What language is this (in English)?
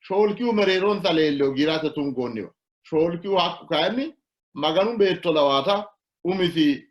Sidamo